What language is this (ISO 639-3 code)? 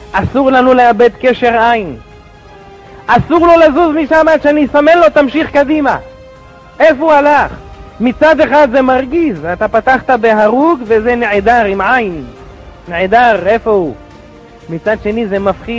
heb